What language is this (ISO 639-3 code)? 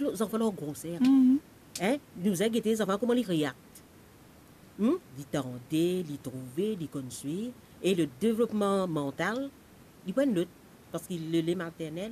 mfe